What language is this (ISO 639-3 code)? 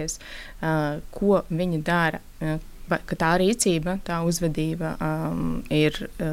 lav